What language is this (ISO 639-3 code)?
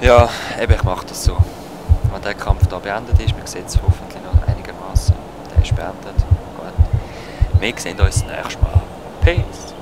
gsw